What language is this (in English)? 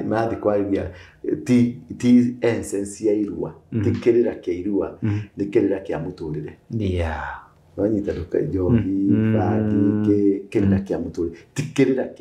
Kikuyu